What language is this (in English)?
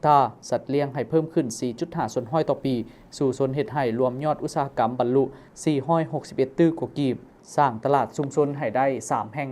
Lao